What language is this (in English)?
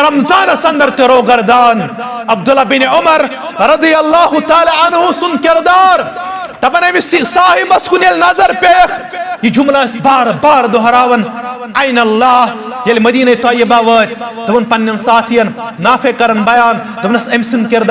Kashmiri